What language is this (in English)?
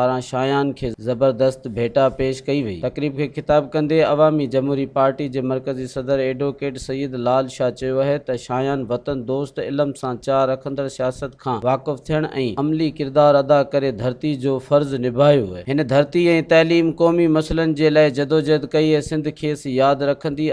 Sindhi